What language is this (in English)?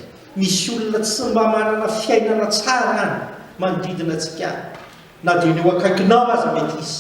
Malagasy